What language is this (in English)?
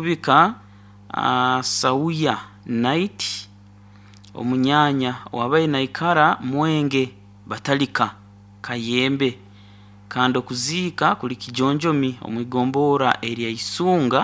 Nyoro